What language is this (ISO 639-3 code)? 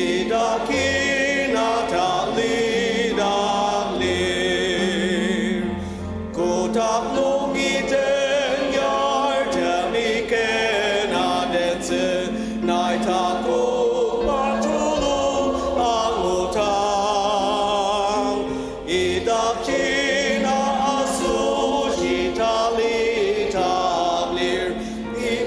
njo